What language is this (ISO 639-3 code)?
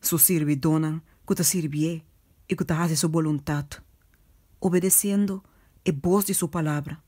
pap